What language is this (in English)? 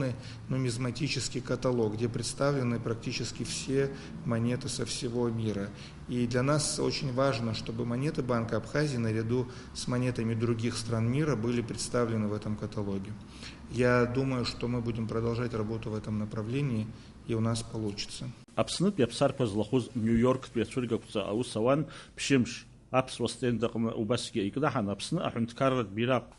Abkhazian